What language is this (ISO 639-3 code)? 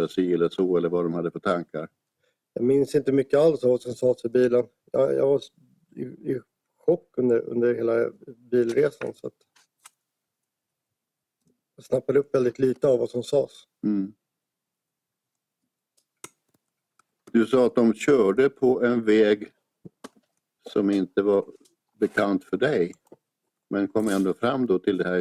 swe